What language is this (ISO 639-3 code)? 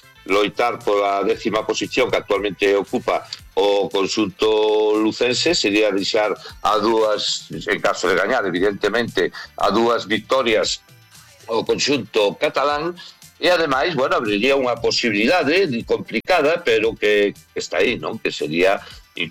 glg